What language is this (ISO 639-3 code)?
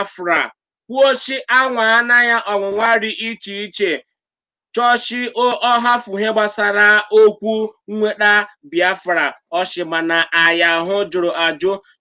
ibo